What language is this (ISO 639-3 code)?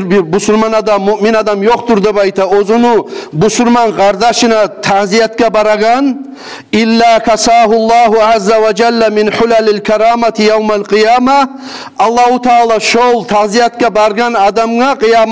kum